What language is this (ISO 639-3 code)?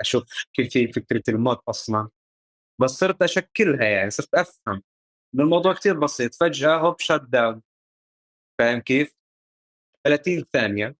apc